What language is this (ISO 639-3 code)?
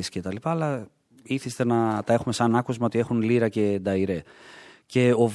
ell